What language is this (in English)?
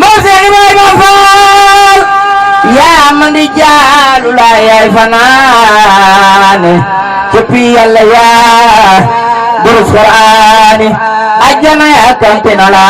Wolof